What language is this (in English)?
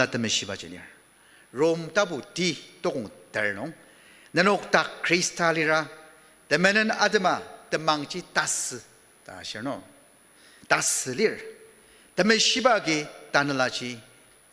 Ao Naga